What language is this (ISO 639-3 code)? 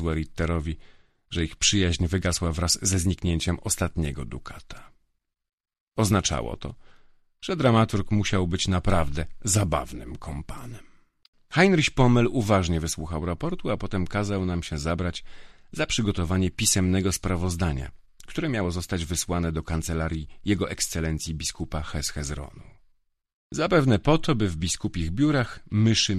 pol